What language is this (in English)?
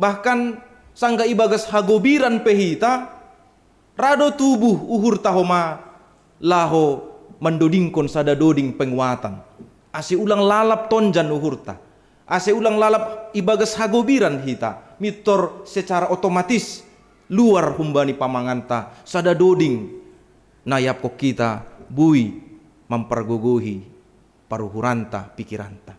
Batak Simalungun